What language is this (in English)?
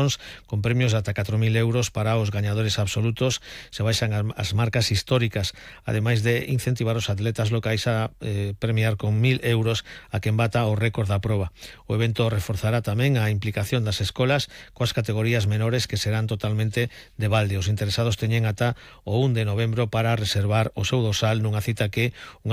Galician